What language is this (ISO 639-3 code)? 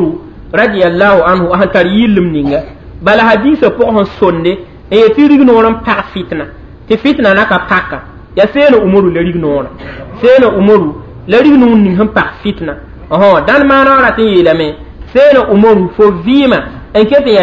mos